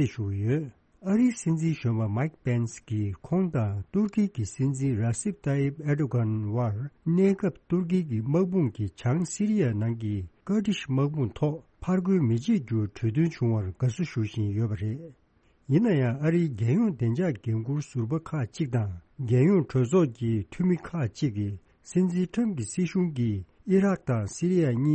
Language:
Tibetan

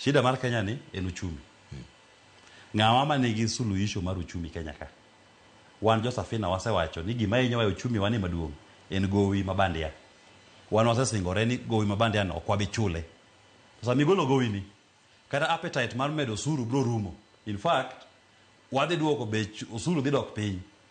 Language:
Luo (Kenya and Tanzania)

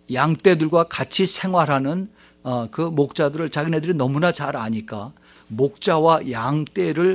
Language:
Korean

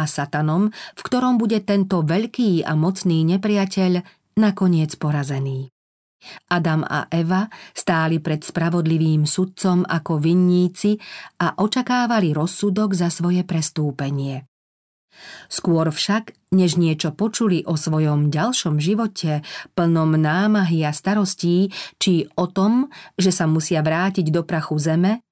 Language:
Slovak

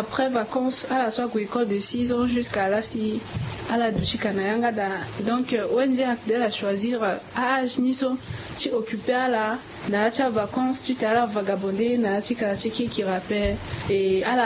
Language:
Sango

